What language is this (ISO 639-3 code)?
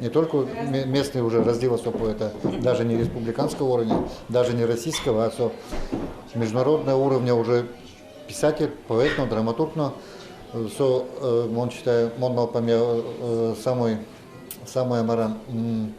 udm